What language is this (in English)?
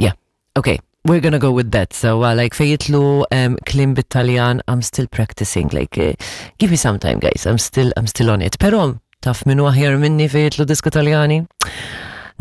Maltese